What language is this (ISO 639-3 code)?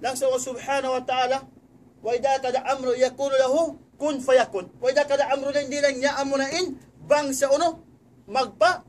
tsg